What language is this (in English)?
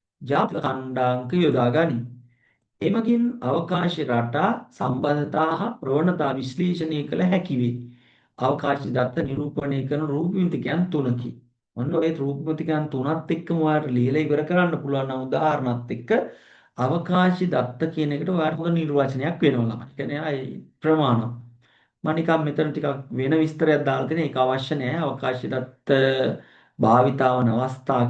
Sinhala